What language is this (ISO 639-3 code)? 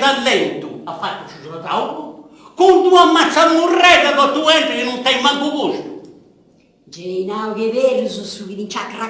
srd